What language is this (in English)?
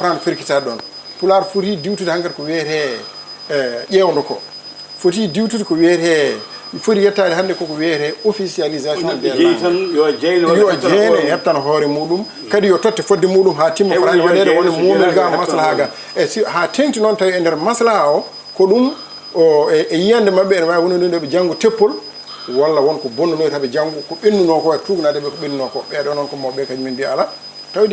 Fula